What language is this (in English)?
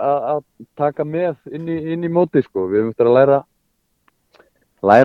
Icelandic